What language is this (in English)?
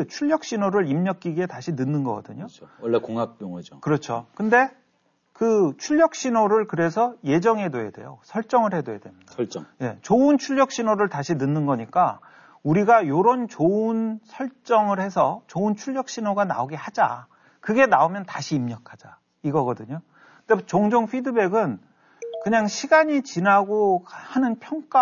Korean